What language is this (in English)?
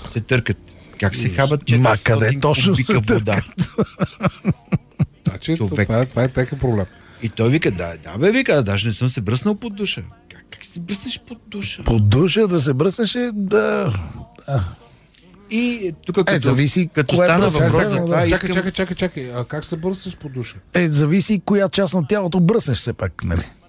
Bulgarian